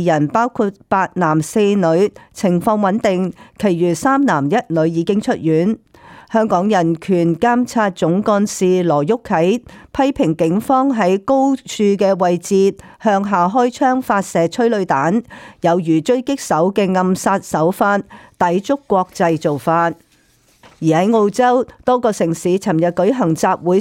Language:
Cantonese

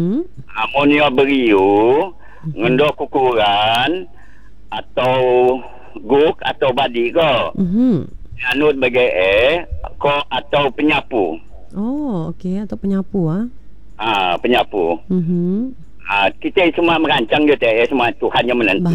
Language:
Malay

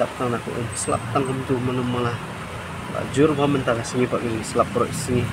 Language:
Khasi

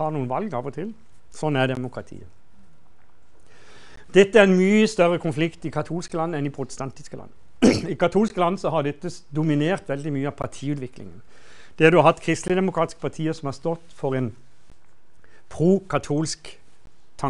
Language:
Norwegian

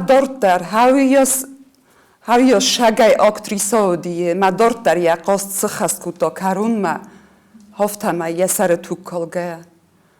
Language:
Ossetic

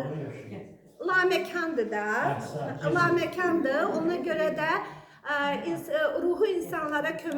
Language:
Azerbaijani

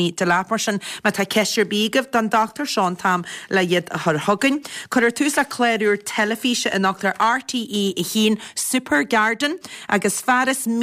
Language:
Irish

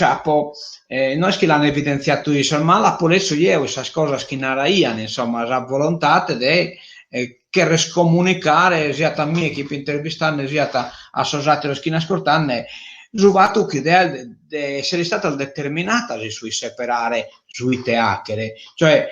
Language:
Sardinian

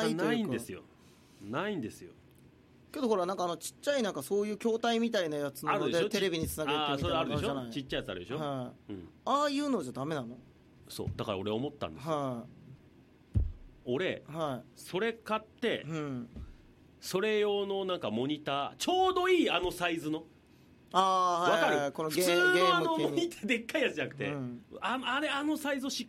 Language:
Japanese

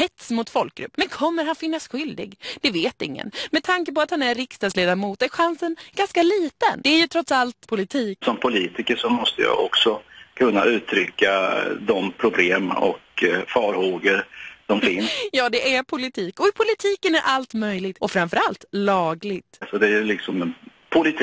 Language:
Swedish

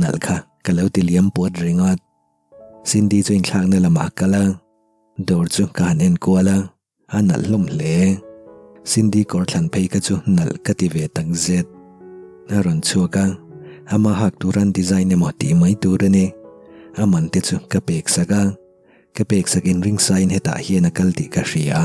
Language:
Mizo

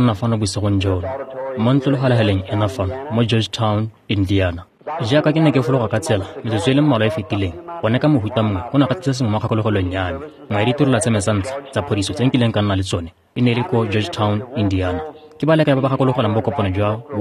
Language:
Tswana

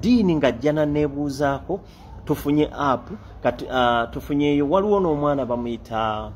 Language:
Ganda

